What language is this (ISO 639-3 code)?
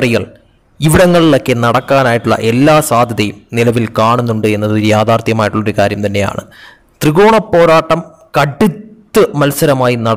mal